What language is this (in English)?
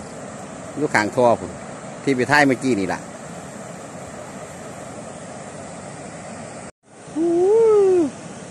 Northeastern Thai